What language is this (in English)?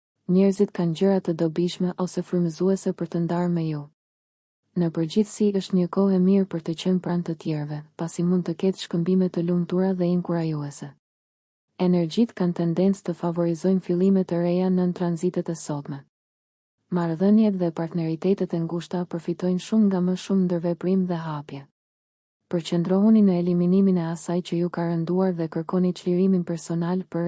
Albanian